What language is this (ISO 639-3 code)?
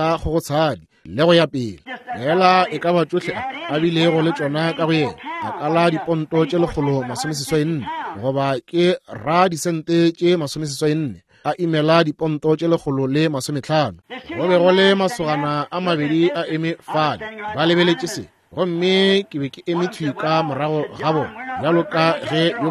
nso